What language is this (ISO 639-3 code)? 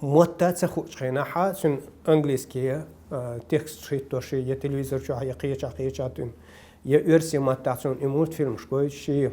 che